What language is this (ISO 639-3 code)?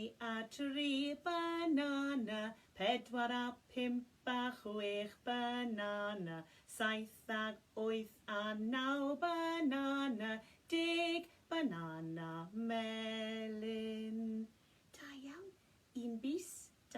cym